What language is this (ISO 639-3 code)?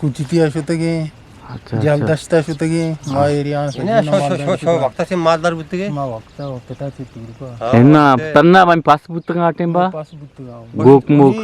bgp